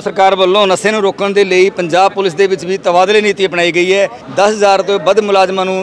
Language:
Punjabi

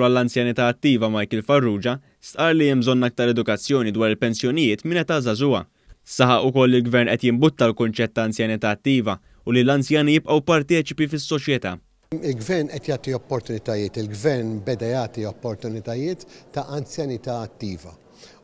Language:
Maltese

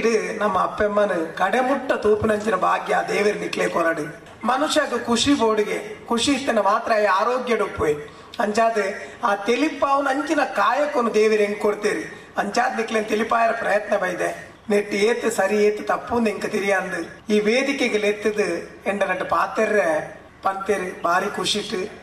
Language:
Tulu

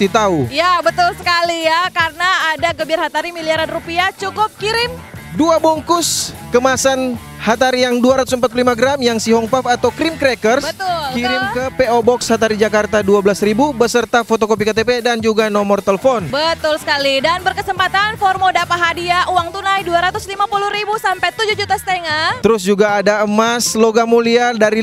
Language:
Manado Malay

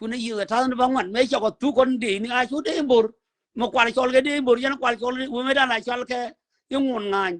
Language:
Nuer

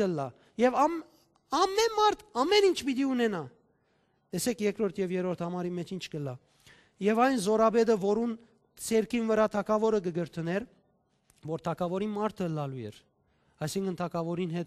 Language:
Western Armenian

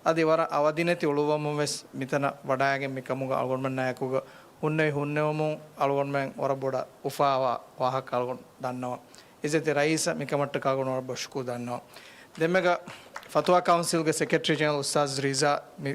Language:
Divehi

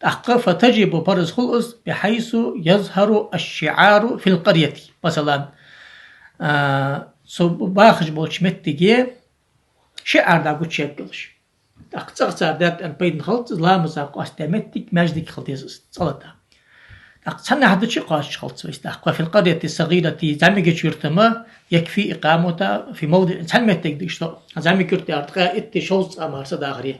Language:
Ingush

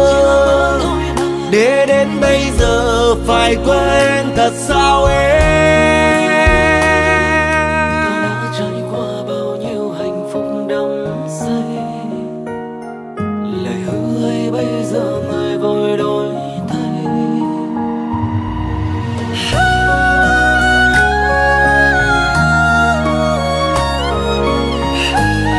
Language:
Vietnamese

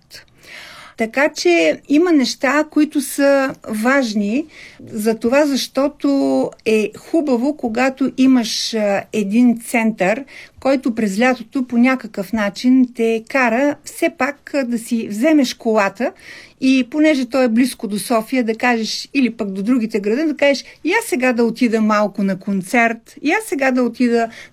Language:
Bulgarian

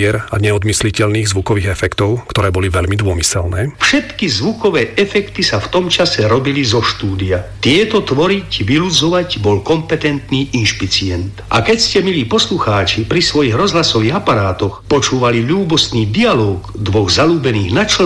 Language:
Slovak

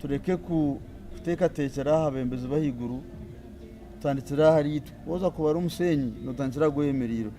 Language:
Nyankole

